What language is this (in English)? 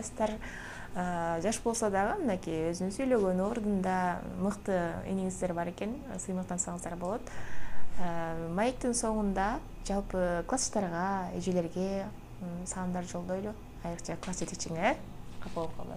Kyrgyz